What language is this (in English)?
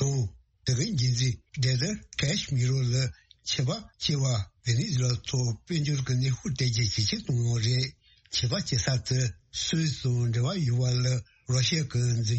Tibetan